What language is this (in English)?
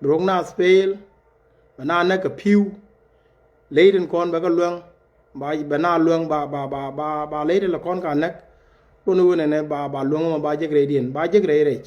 Nuer